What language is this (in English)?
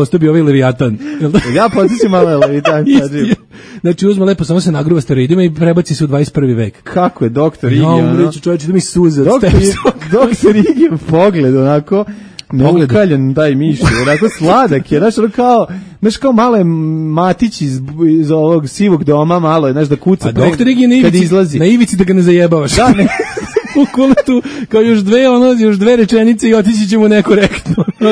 Serbian